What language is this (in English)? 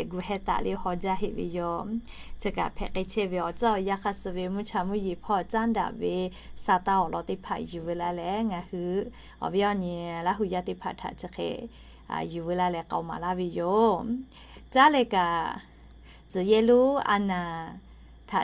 Lahu